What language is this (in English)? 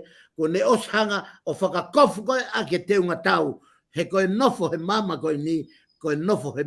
Tongan